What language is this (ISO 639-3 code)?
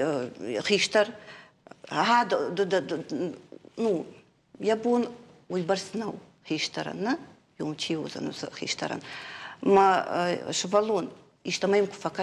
oss